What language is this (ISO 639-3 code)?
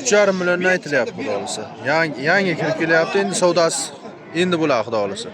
uzb